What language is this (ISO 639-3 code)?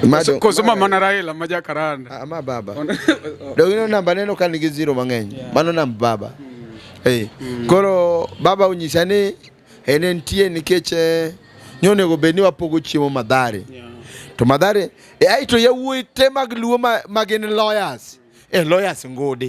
luo